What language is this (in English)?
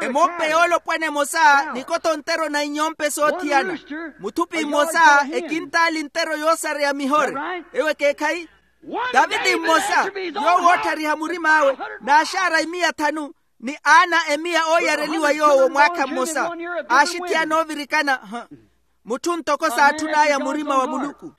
Makhuwa